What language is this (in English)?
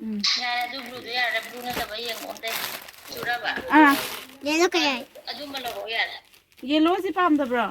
Manipuri